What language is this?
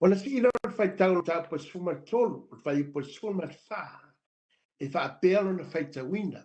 Samoan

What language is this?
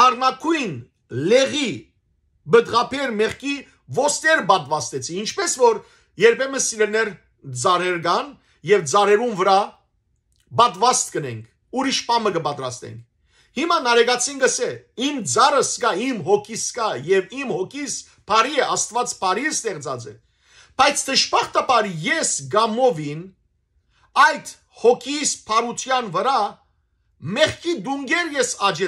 Western Armenian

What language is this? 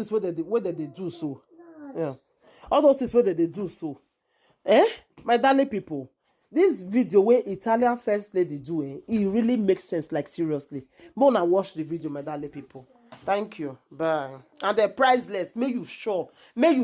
Nigerian Pidgin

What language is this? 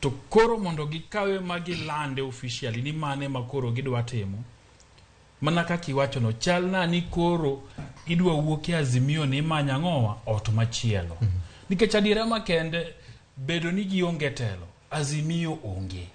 Luo (Kenya and Tanzania)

